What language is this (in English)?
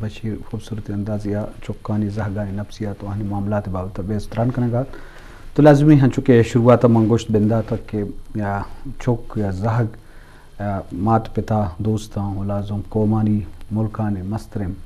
Eastern Balochi